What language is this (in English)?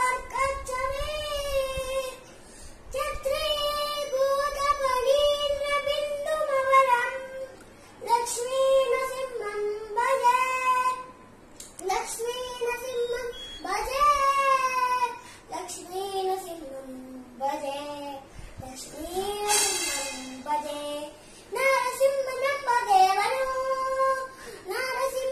Kannada